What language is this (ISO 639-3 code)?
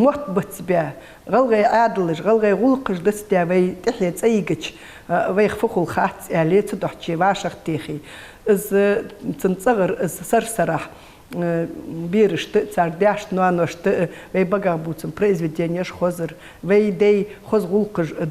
inh